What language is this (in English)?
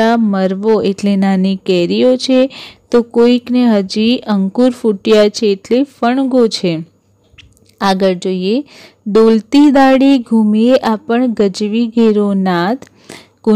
Gujarati